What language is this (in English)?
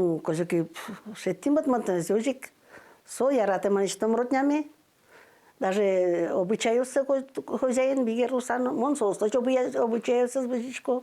Udmurt